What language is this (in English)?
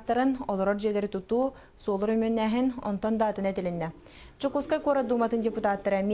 Yakut